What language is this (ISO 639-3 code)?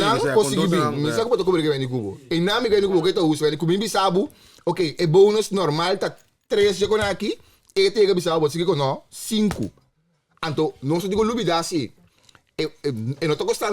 pap